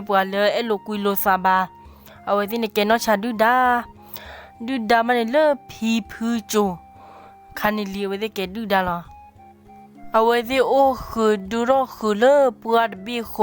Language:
S'gaw Karen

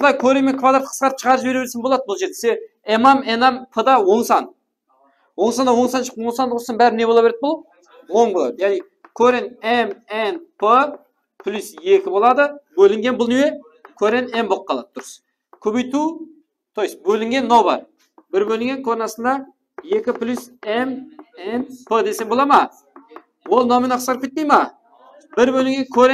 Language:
Kara-Kalpak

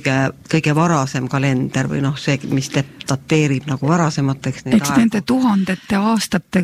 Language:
Estonian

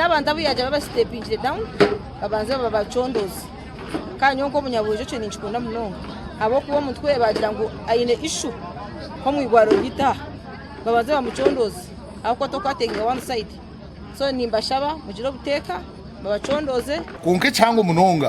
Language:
Nyankole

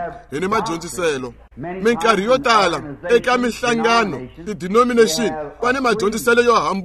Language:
Tsonga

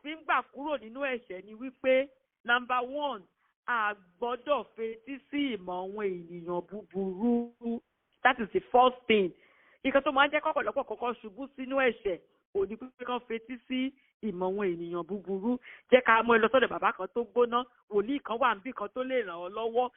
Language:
Yoruba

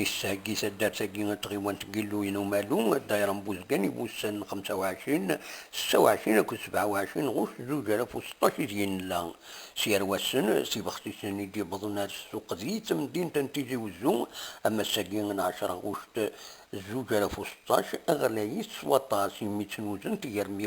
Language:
Kabyle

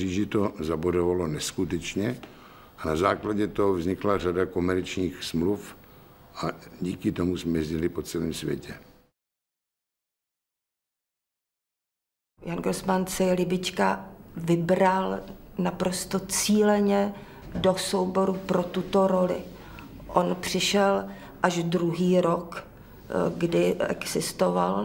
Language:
Czech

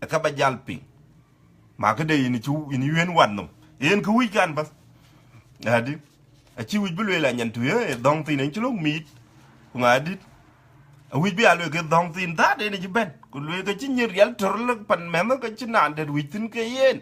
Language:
Dinka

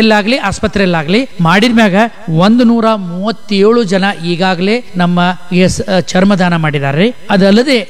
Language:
Kannada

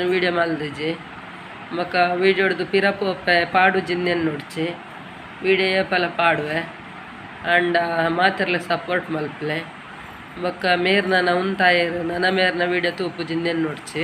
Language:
Tulu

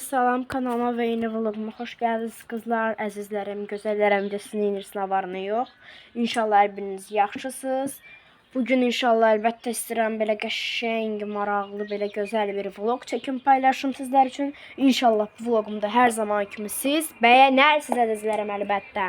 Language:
Azerbaijani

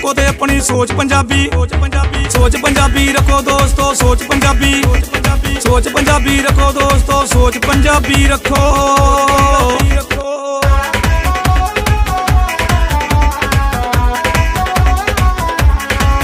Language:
Punjabi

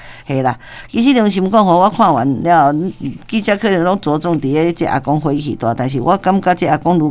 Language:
Min Nan Chinese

